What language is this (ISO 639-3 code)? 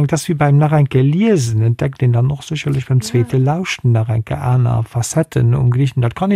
ltz